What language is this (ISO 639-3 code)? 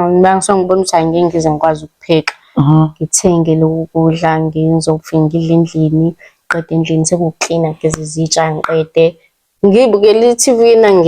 zul